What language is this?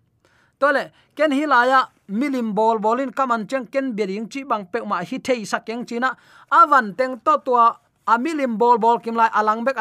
Tedim Chin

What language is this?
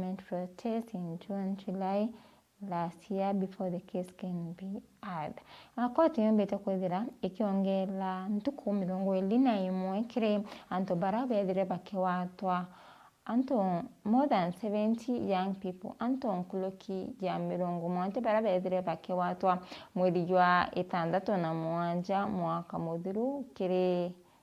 Meru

